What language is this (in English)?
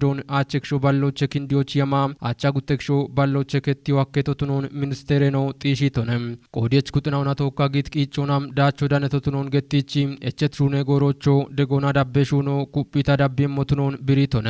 Kafa